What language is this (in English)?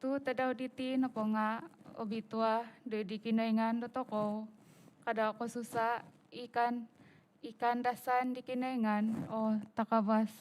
Central Dusun